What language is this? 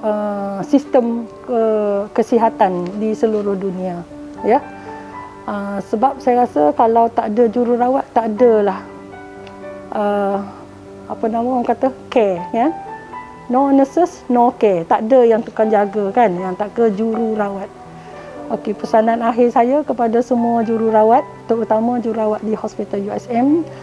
Malay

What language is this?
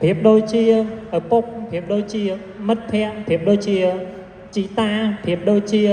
Khmer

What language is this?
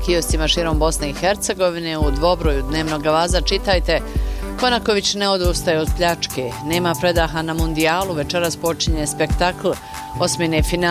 Bosnian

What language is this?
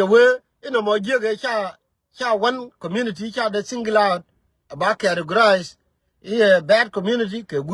Nuer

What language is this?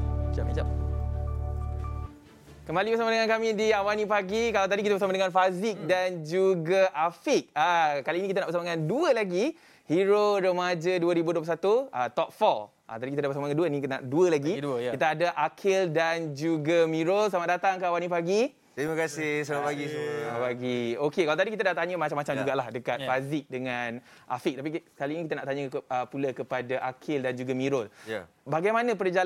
Malay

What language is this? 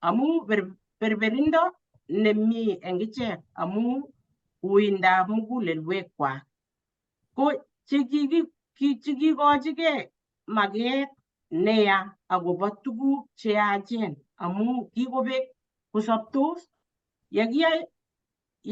Kalenjin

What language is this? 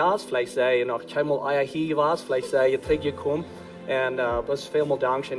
Plautdietsch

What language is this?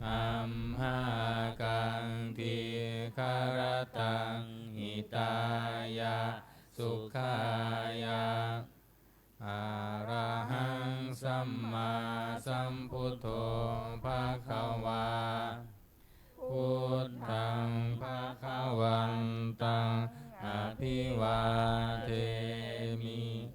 Pali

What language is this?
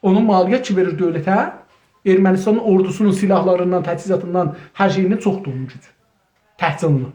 South Azerbaijani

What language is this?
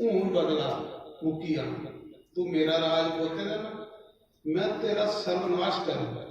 Dogri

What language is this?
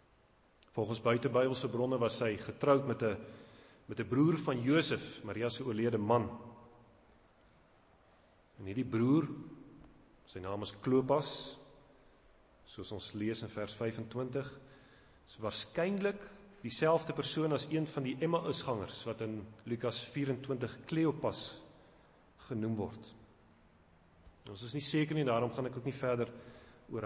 Afrikaans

